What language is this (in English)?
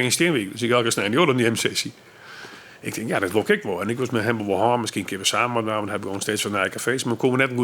Western Frisian